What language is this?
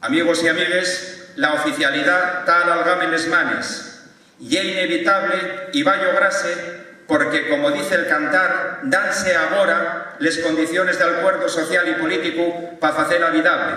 Asturian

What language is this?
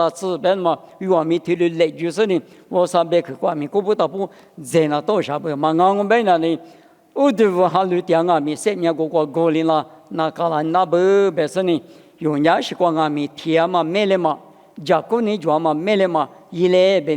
Lisu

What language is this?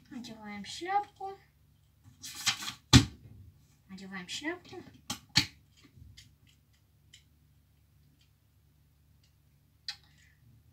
Russian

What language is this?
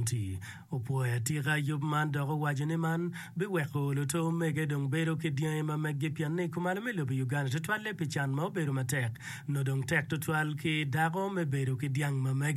Acoli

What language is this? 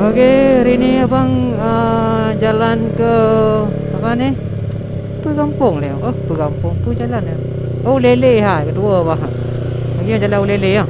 Achinese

